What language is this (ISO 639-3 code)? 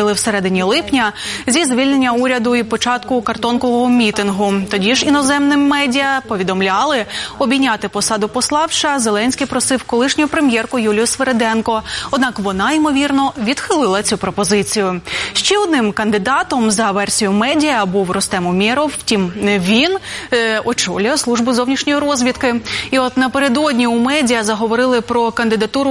ukr